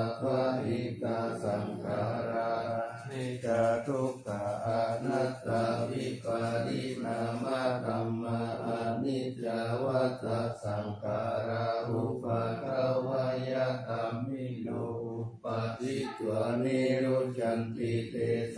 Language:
Pali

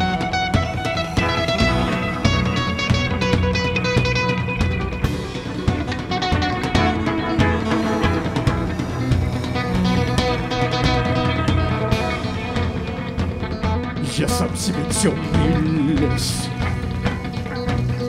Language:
Russian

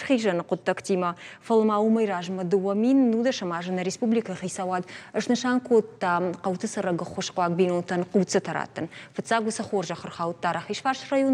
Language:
Ossetic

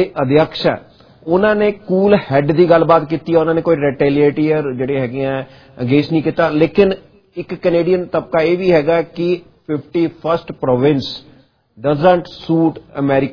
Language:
Punjabi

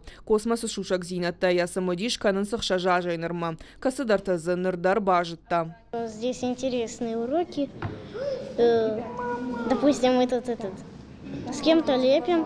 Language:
Ossetic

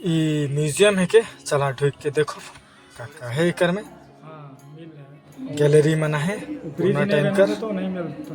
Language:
Sadri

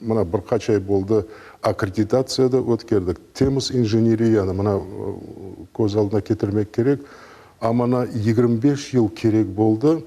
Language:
Crimean Tatar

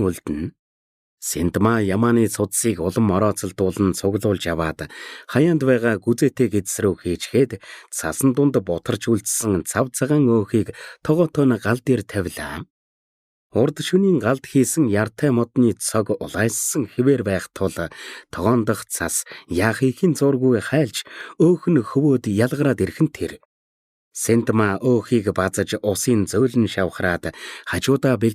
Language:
Mongolian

